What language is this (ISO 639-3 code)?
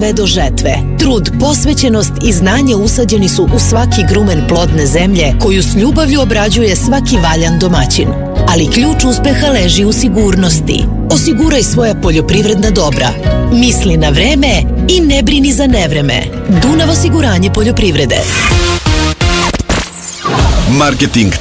srp